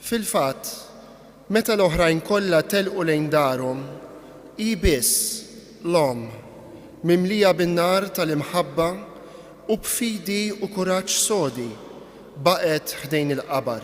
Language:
Maltese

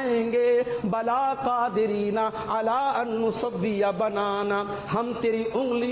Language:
Urdu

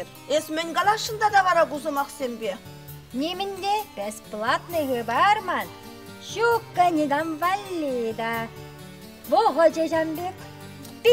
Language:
Chuvash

